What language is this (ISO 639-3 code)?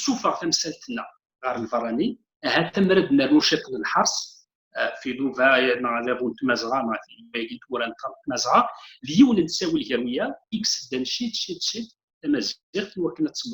kab